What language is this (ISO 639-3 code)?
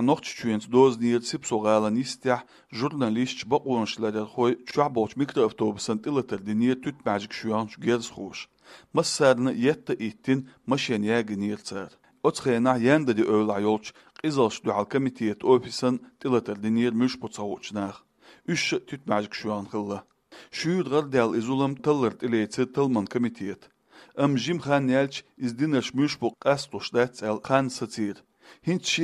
che